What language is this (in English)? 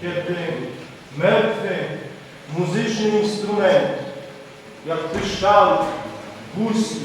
Rusyn